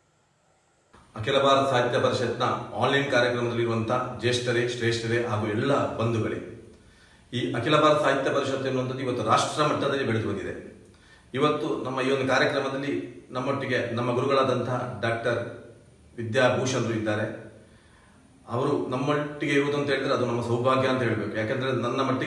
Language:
Kannada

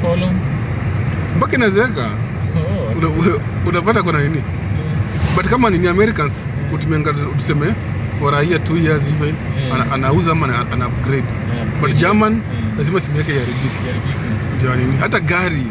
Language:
Swahili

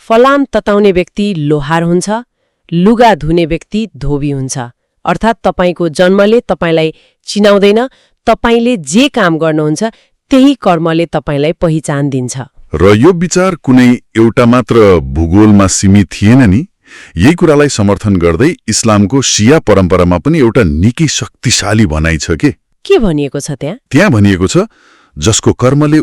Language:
Nepali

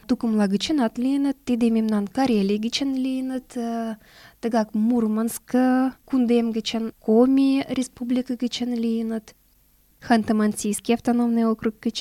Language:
Mari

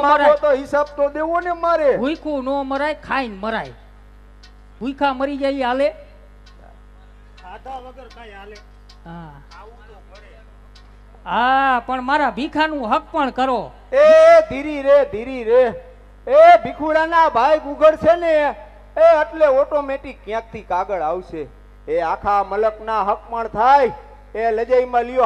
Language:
Gujarati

